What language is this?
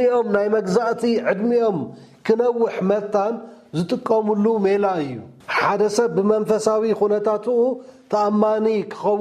Tigrinya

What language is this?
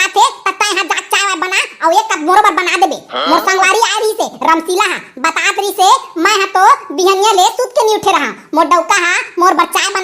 Chhattisgarhi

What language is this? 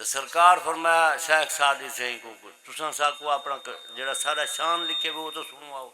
Saraiki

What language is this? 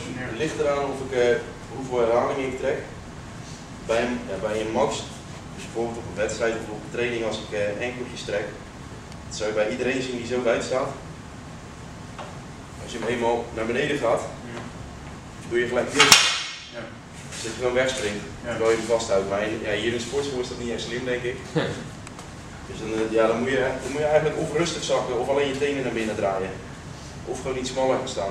Dutch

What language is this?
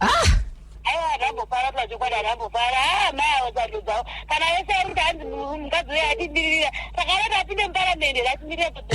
Shona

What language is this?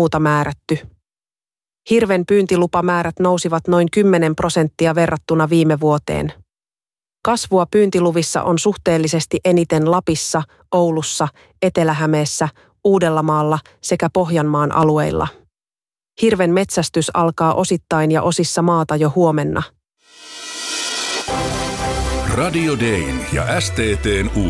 Finnish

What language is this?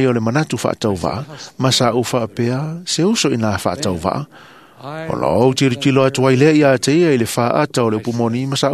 Samoan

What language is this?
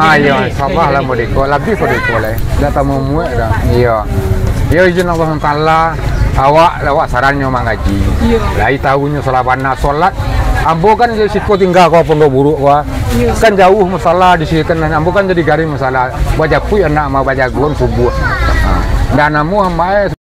Minangkabau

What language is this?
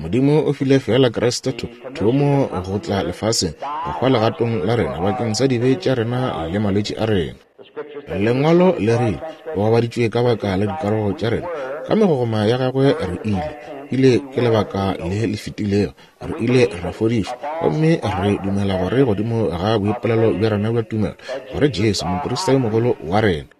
Northern Sotho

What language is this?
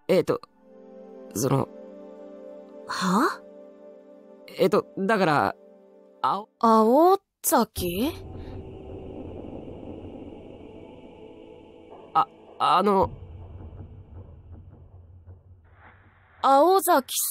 Japanese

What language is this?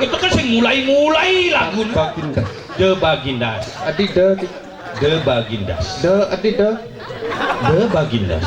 Balinese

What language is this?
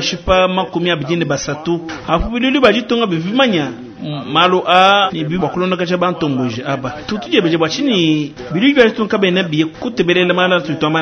Luba-Lulua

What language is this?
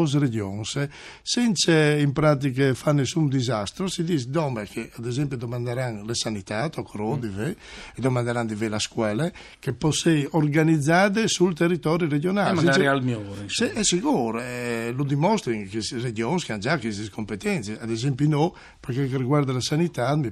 Friulian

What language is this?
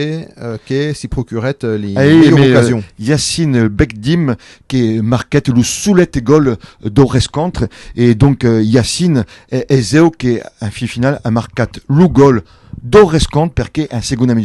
Occitan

